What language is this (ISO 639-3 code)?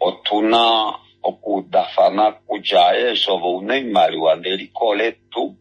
kua